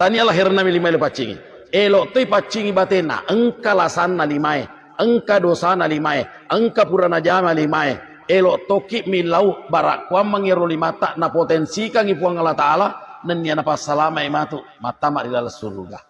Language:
Buginese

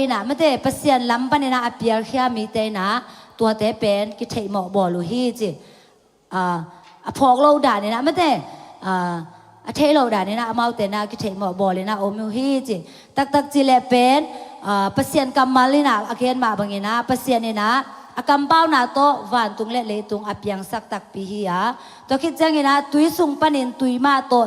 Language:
Tedim Chin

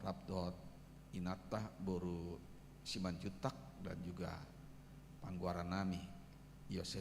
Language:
Batak Toba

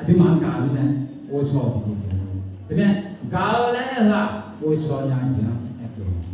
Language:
Akha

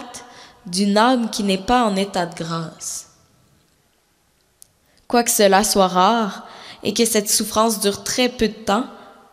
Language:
French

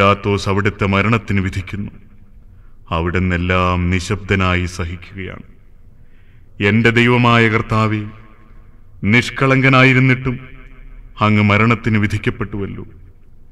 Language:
Malayalam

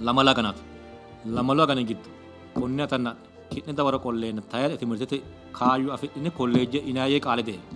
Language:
Sidamo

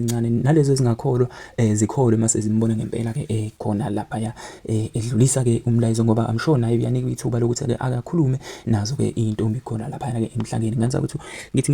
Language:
Zulu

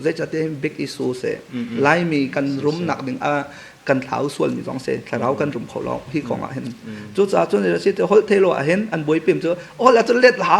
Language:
Hakha Chin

